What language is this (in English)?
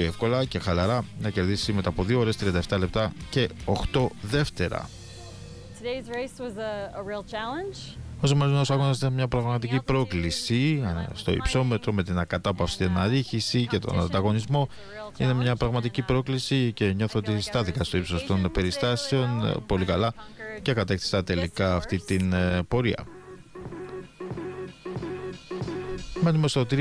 Greek